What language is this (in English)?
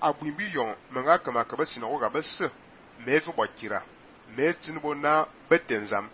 Fang